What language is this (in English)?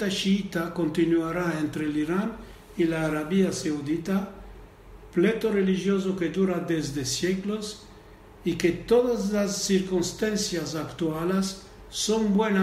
Ladino